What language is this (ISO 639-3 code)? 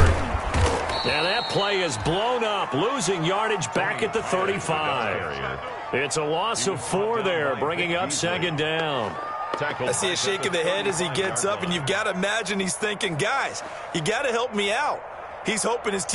eng